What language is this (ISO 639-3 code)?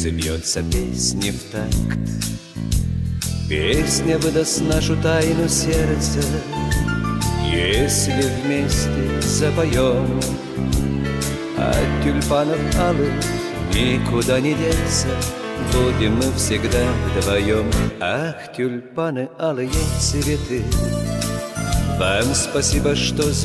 rus